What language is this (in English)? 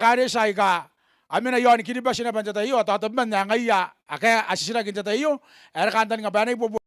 Gilbertese